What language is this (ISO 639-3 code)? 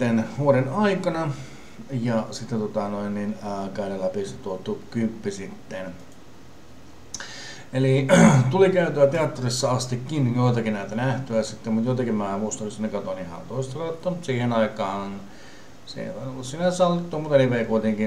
fin